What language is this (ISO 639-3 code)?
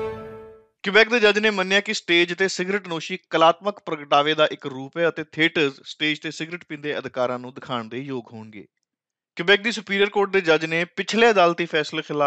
pan